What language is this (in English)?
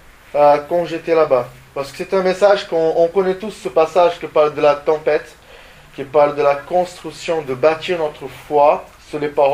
French